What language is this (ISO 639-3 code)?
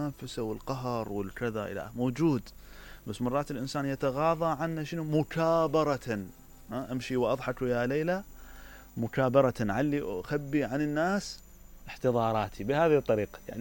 acm